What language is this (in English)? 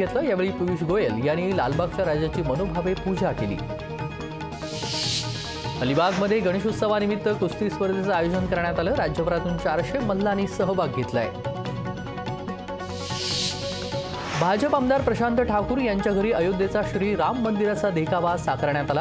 Marathi